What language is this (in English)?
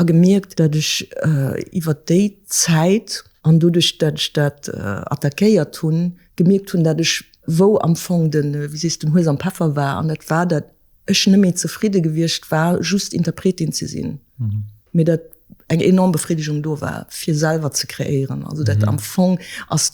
Luxembourgish